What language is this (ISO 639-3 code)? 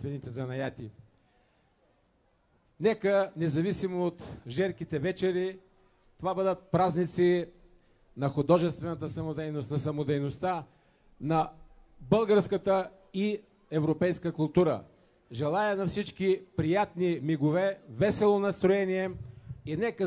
bul